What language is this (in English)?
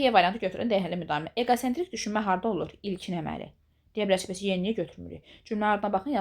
Azerbaijani